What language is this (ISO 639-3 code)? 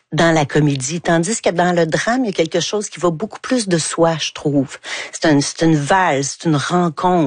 fra